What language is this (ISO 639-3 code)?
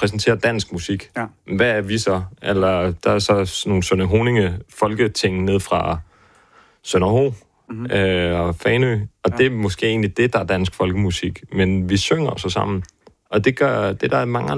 dan